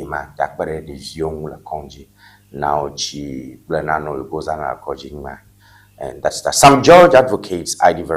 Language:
Ewe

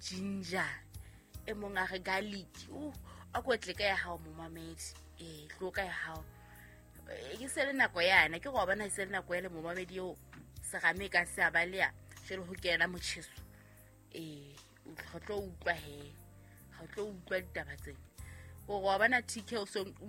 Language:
Southern Sotho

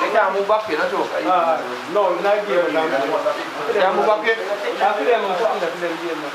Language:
Jamaican Creole English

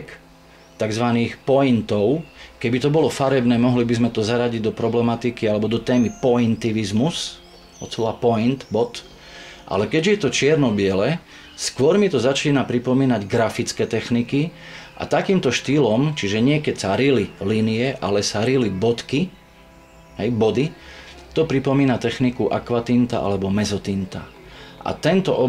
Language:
Slovak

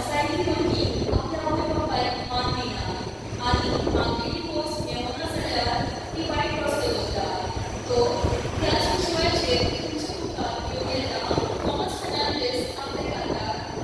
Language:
Konkani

